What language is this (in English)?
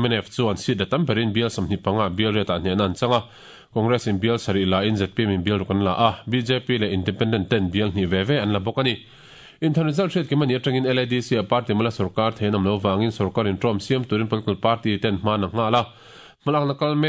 Mizo